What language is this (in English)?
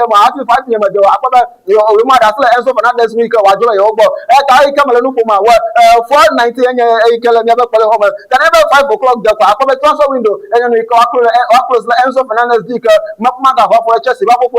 Ewe